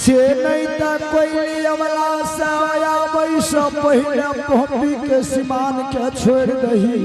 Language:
Angika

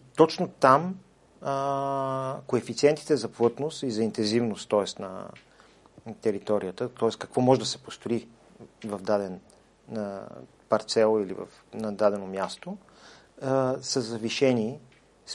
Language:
Bulgarian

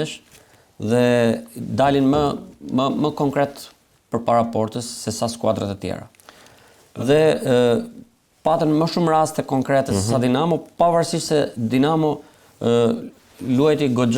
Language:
Albanian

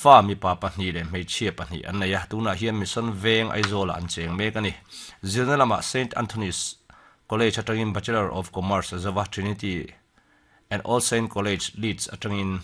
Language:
Mizo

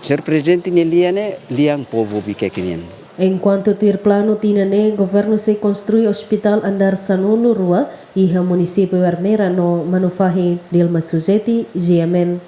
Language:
Tetum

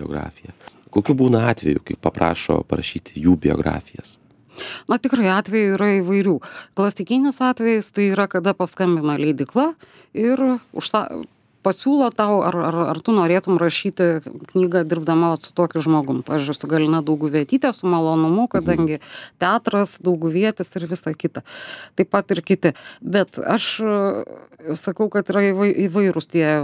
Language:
Lithuanian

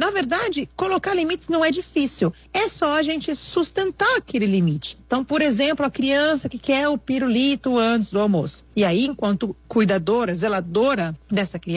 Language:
Portuguese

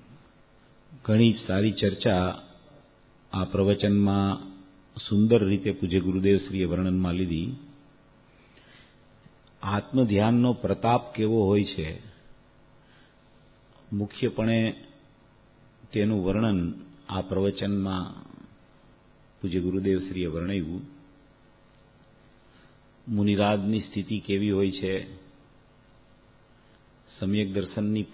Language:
Gujarati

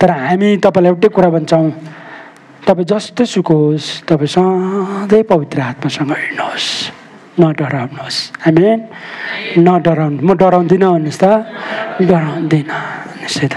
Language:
Nepali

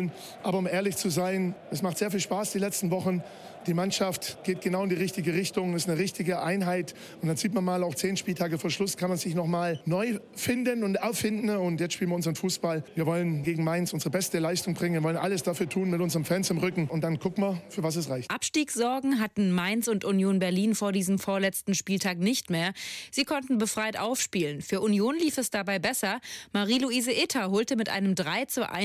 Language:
German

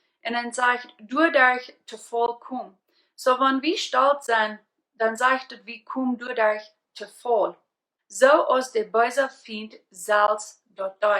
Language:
Plautdietsch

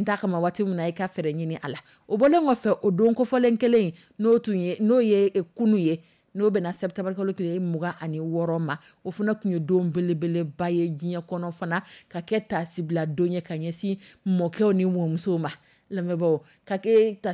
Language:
Dyula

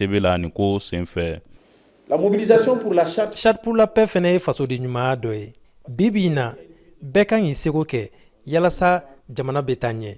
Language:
Bambara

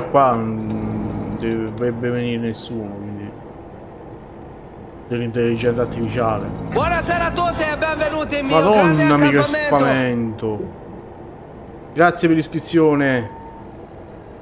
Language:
Italian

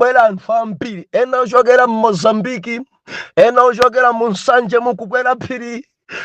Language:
Nyanja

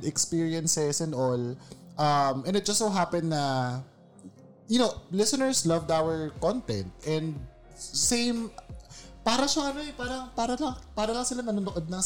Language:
Filipino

